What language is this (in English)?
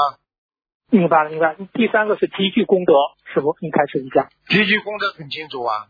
Chinese